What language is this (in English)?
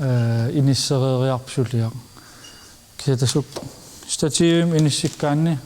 Kalaallisut